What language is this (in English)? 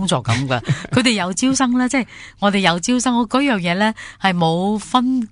Cantonese